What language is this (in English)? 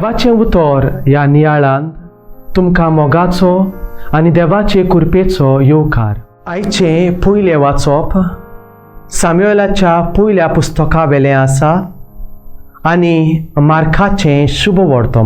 Konkani